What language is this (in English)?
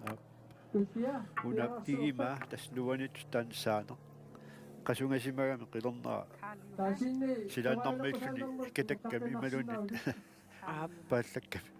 Kalaallisut